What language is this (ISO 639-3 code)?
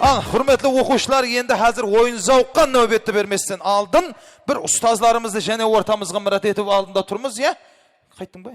kaa